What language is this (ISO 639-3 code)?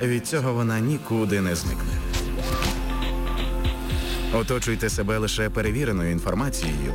ukr